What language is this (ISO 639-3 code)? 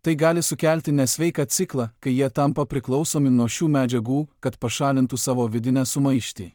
lit